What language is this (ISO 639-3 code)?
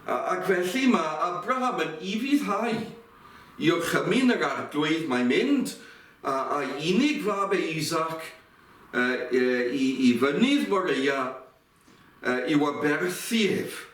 cym